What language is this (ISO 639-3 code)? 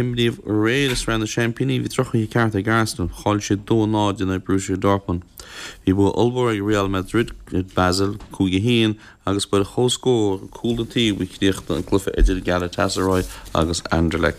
gle